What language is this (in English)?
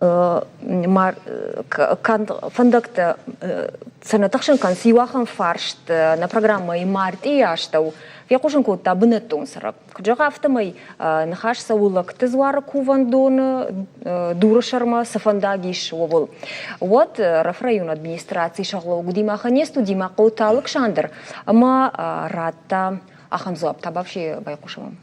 Ossetic